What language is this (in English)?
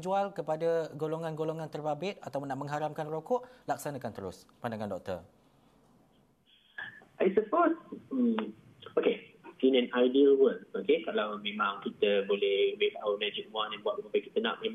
Malay